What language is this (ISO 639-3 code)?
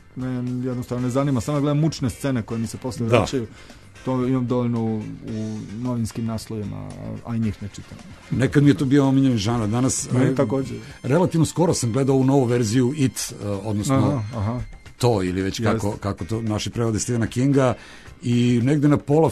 srp